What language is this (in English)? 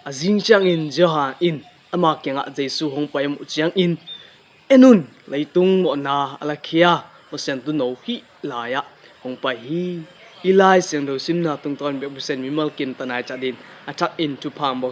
Tedim Chin